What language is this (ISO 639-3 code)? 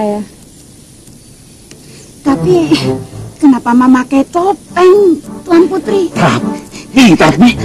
ind